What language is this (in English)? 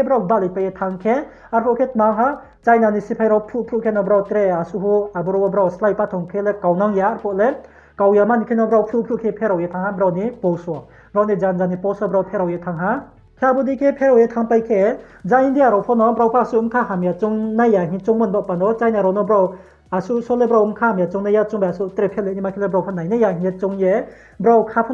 Riang (India)